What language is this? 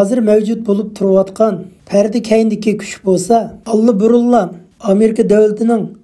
Uyghur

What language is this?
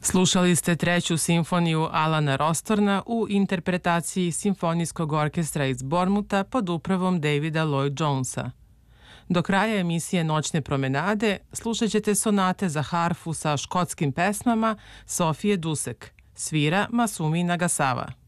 Serbian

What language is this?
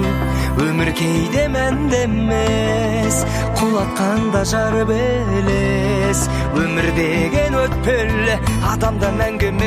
Kazakh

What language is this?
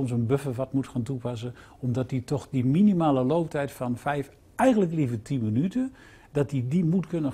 Dutch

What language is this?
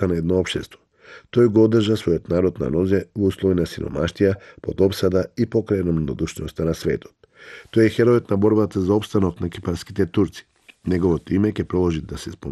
Macedonian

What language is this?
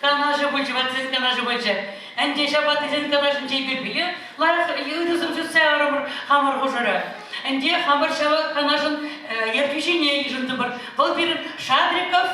Chuvash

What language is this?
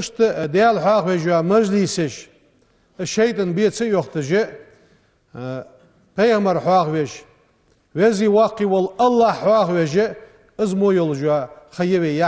Ingush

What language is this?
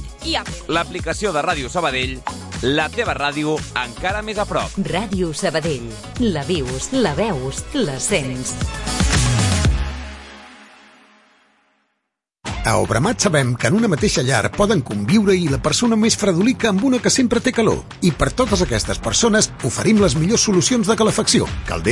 Catalan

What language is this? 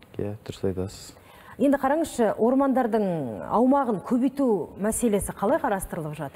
Kazakh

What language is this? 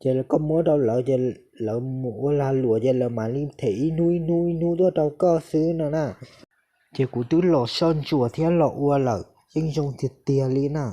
Hmong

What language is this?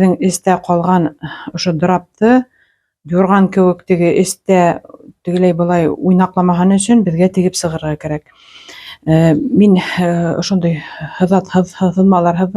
Bashkir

